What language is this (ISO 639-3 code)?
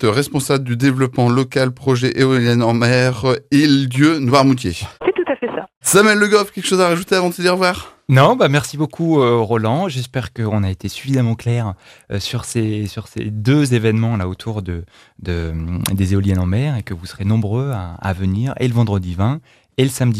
fra